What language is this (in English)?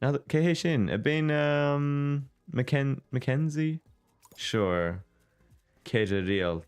Irish